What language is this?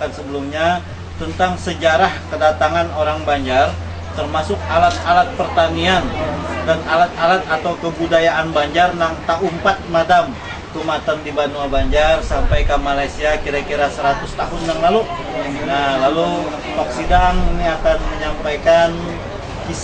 Banjar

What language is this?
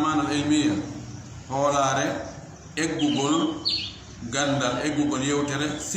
Fula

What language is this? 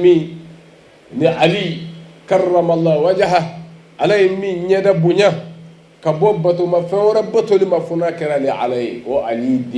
Bambara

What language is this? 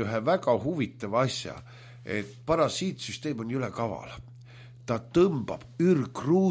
Estonian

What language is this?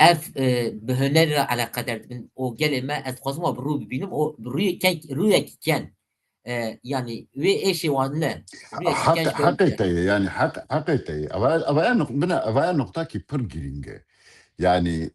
Kurdish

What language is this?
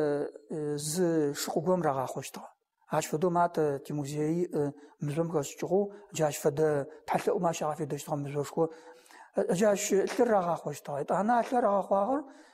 Adyghe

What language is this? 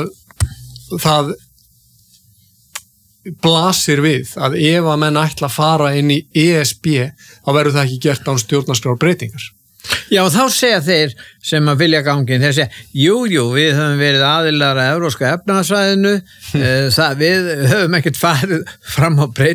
Icelandic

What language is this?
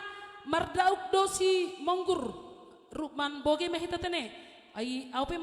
Batak Simalungun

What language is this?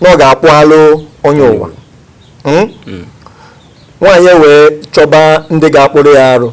Igbo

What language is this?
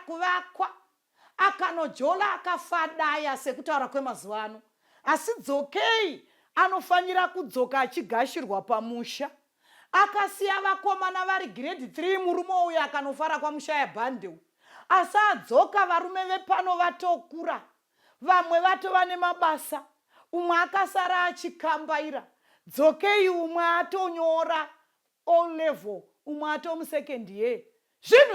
Shona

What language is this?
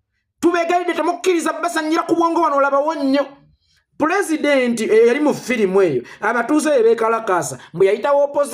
Ganda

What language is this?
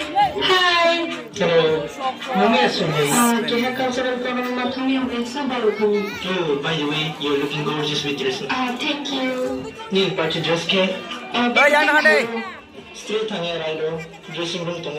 Kok Borok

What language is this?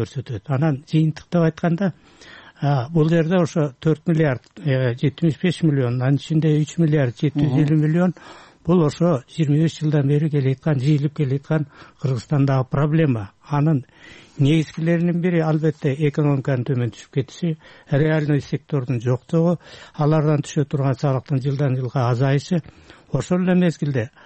Kyrgyz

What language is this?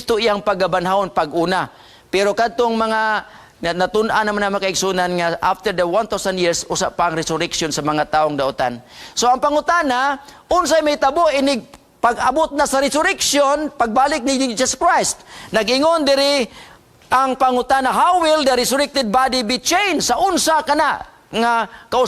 Cebuano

